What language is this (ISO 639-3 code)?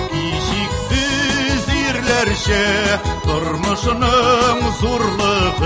tat